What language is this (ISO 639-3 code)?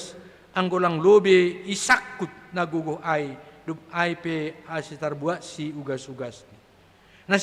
bts